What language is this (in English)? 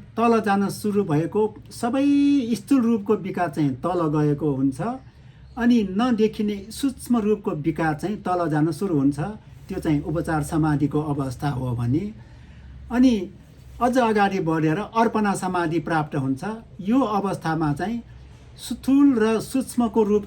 Nepali